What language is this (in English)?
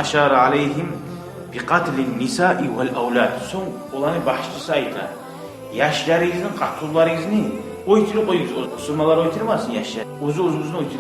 Kumyk